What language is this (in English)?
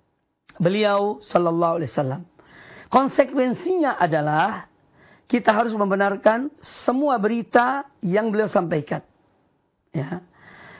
Indonesian